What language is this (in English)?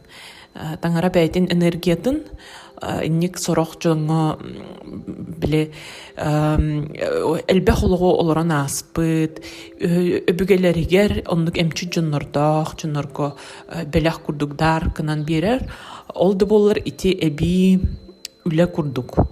Yakut